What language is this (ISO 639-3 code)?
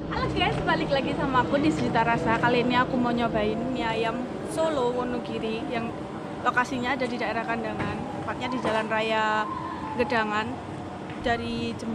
ind